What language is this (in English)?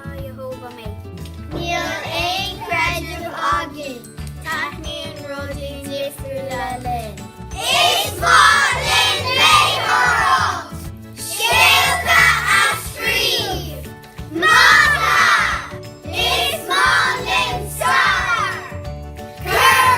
Irish